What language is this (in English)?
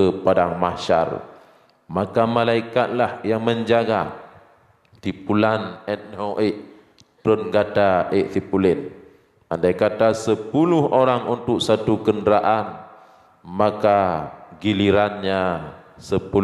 Achinese